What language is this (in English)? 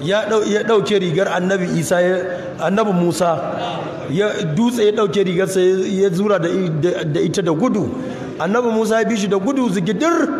Hausa